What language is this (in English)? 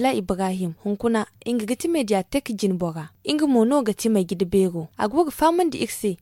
Zarma